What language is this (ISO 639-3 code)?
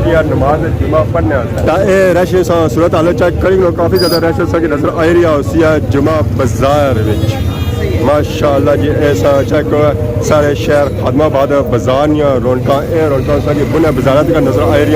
phr